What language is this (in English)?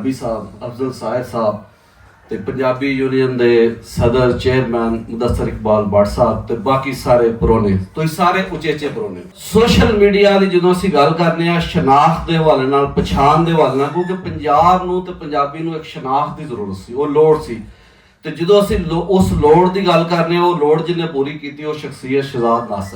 Western Panjabi